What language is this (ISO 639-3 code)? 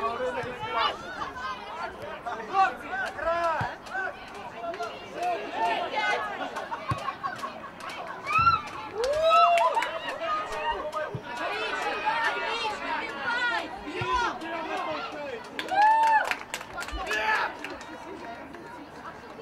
ukr